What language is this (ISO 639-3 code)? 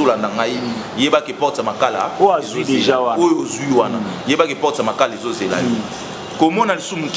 lin